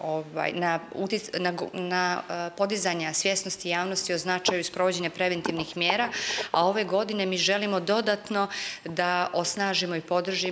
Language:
Bosnian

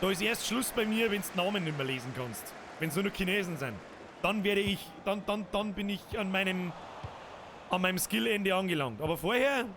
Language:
Bavarian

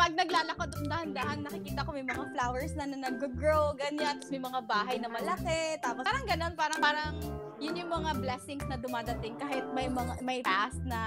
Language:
Filipino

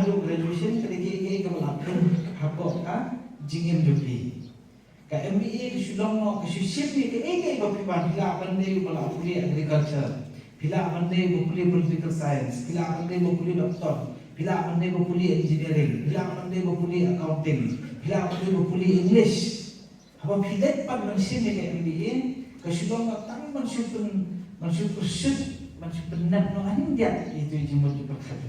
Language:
Khasi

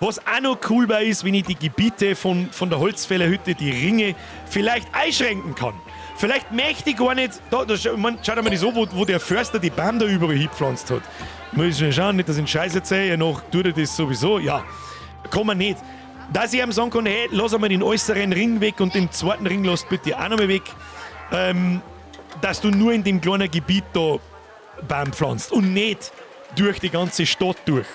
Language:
Bavarian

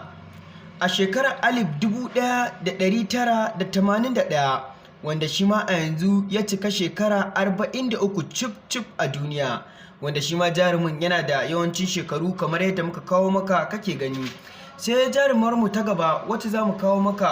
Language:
Hausa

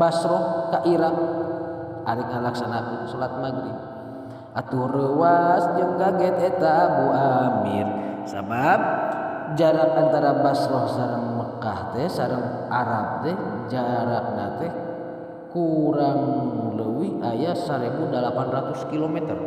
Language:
Sundanese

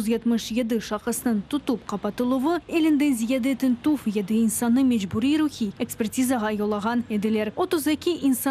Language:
Crimean Tatar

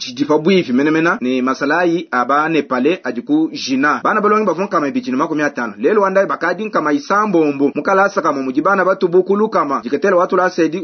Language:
Luba-Lulua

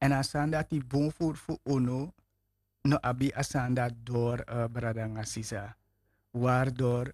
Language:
Sranan Tongo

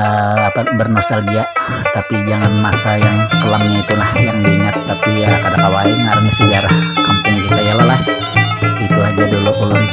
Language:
Banjar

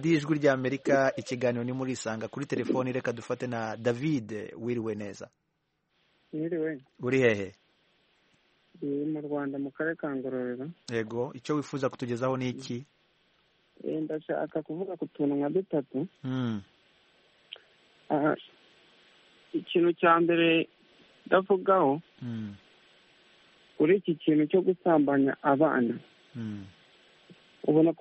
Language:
Kinyarwanda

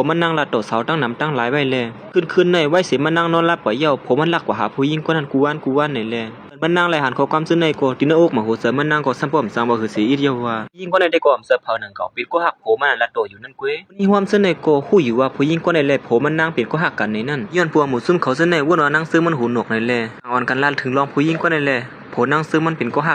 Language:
Shan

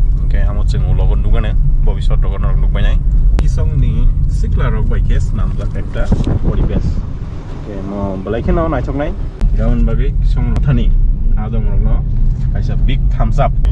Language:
Kok Borok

